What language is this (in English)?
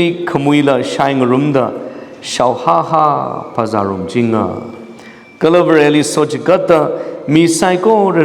Tangkhul Naga (India)